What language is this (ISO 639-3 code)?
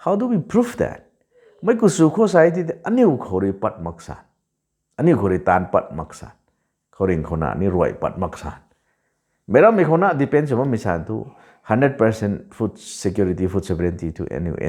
nbu